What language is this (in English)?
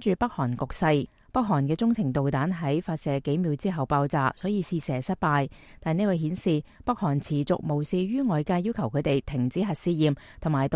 Cantonese